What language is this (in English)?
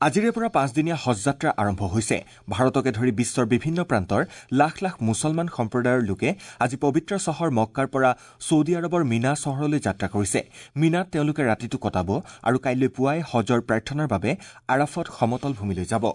Assamese